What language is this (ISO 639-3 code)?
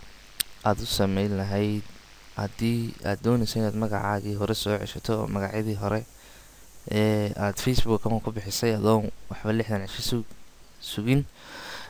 som